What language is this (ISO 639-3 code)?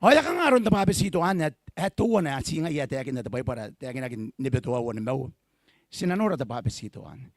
gil